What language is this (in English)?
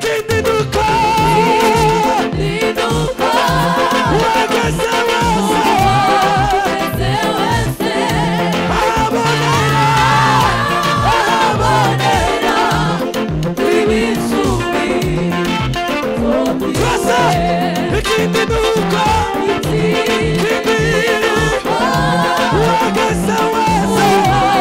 Kinyarwanda